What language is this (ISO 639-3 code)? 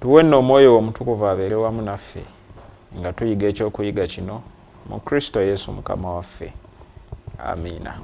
lug